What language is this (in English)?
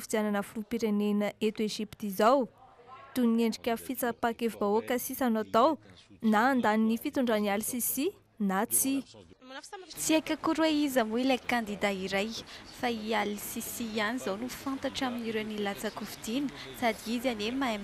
Malagasy